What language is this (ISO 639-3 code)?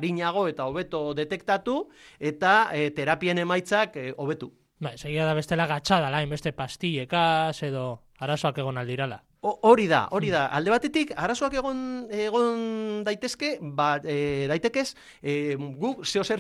eus